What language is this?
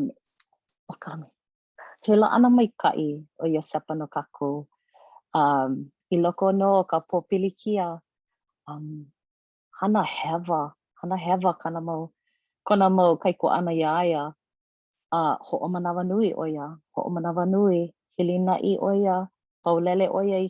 Hawaiian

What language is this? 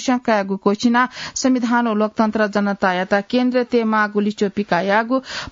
Newari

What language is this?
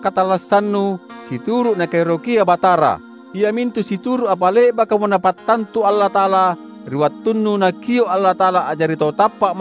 Makasar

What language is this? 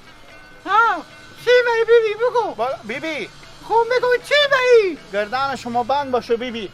Persian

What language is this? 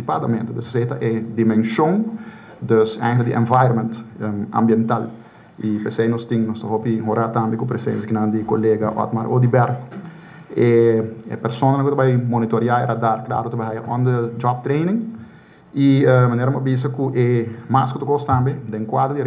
Papiamento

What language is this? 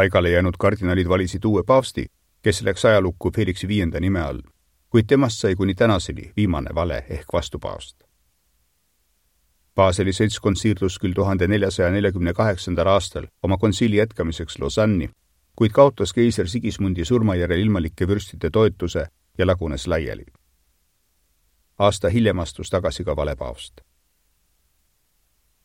Estonian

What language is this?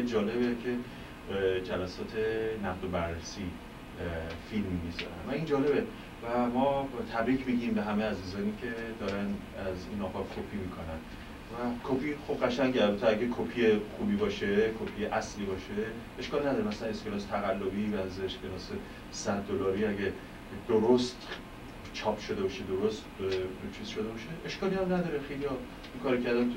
Persian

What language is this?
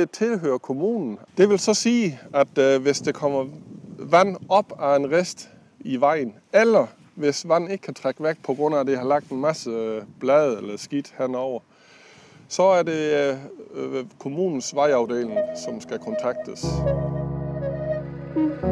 Danish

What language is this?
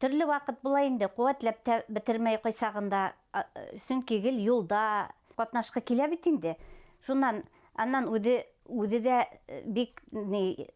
Bashkir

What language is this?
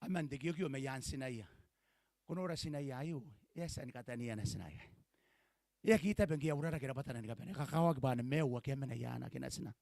Gilbertese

